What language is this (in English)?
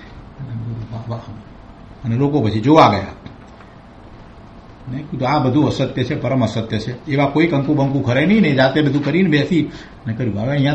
Gujarati